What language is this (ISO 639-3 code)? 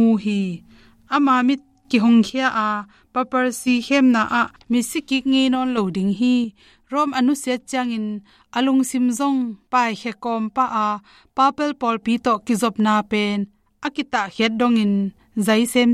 ctd